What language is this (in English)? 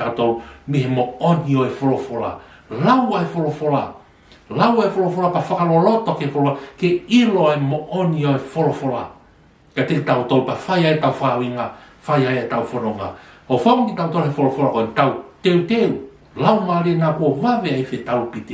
Tongan